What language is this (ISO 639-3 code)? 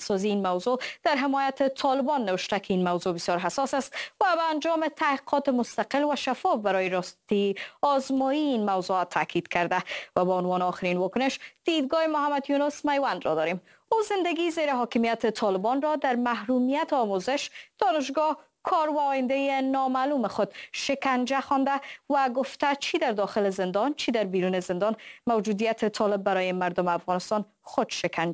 fas